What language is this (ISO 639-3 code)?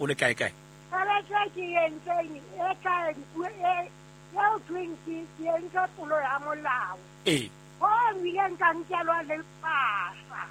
sot